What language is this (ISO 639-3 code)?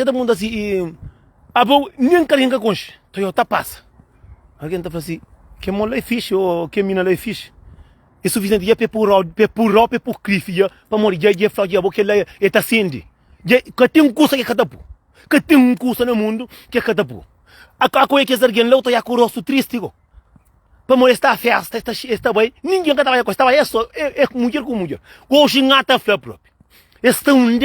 kea